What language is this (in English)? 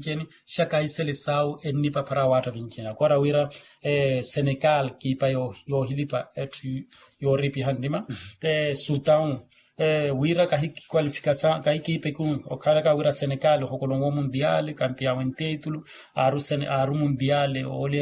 Makhuwa